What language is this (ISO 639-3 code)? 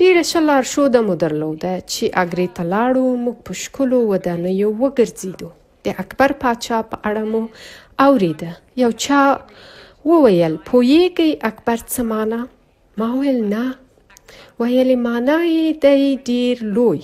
pus